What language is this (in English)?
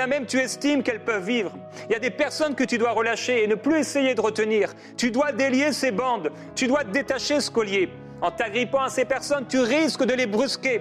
French